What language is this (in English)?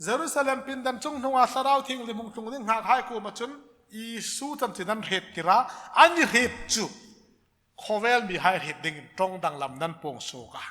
Hmar